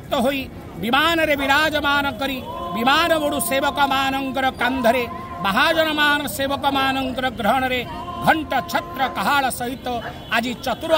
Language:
Odia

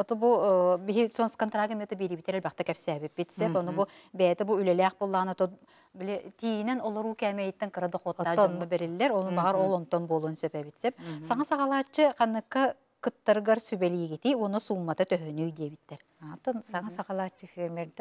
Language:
Yakut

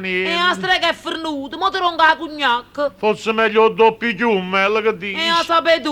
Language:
Neapolitan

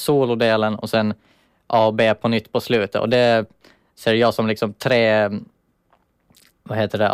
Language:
Swedish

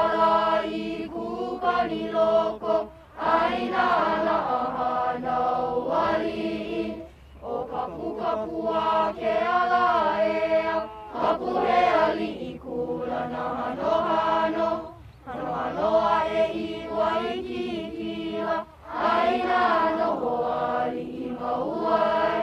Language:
Hawaiian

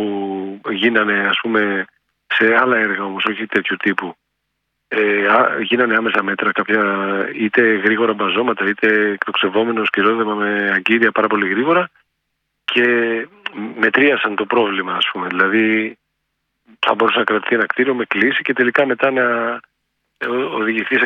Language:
Greek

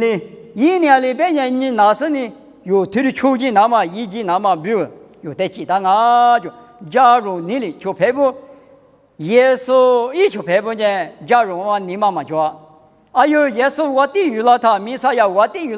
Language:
Lisu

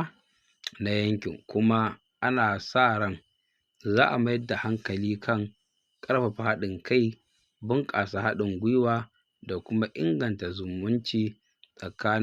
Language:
Hausa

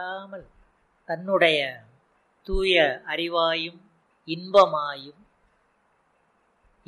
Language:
Tamil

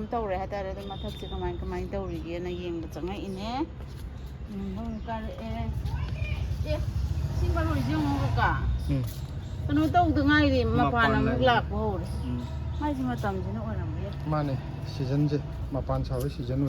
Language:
Manipuri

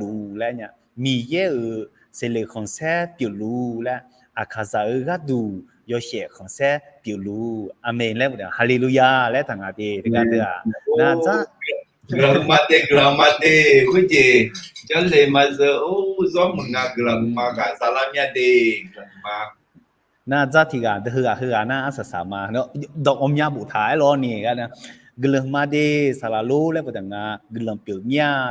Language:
Akha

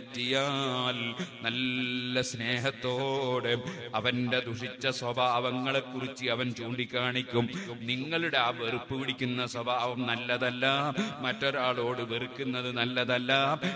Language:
Malayalam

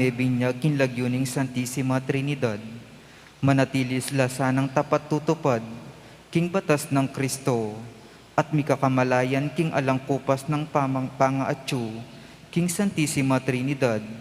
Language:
Pampanga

